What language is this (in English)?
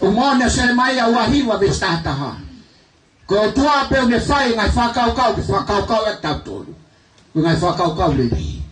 Tongan